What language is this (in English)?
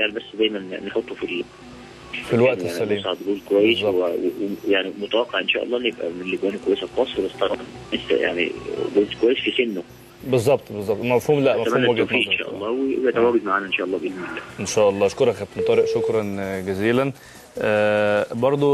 Egyptian Arabic